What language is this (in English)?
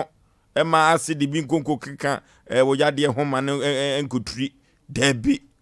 Akan